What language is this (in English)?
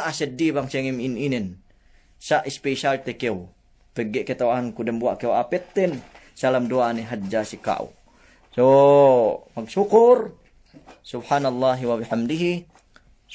Yakan